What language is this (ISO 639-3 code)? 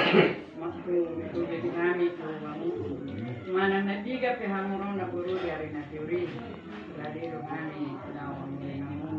bbc